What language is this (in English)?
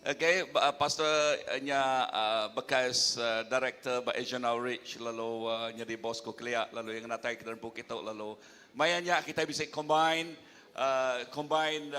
Iban